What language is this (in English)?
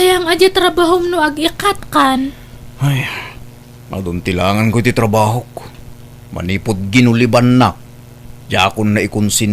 Iloko